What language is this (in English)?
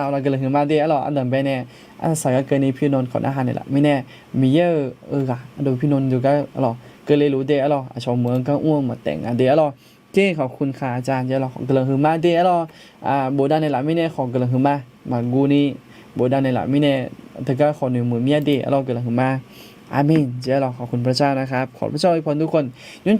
Akha